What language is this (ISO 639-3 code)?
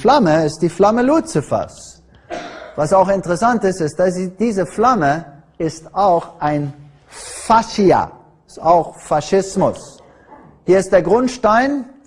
deu